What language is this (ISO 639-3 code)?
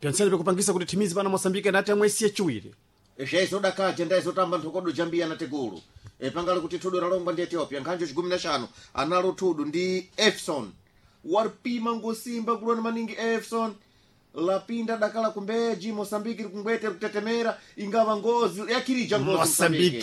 seh